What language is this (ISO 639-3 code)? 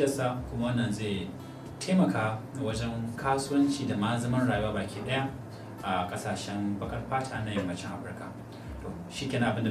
hau